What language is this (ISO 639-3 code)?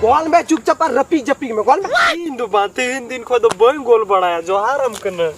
sat